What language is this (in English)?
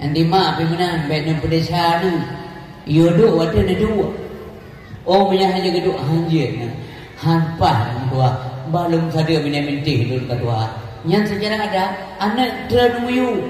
Achinese